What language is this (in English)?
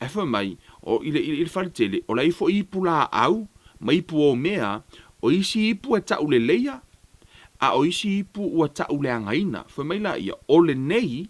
Samoan